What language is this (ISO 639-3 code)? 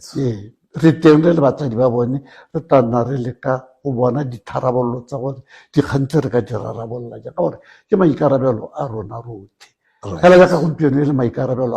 tsn